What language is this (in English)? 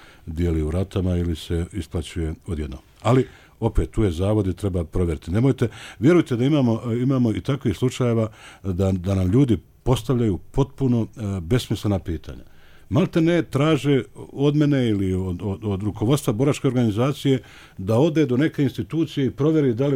Bosnian